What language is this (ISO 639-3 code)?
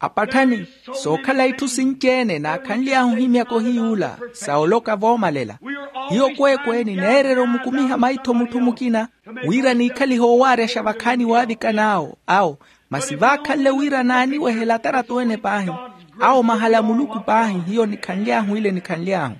vmw